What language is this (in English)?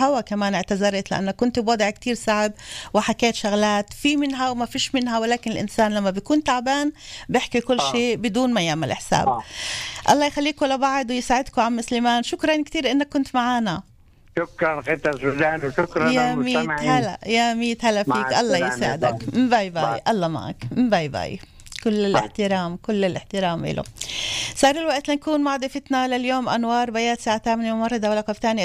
North Levantine Arabic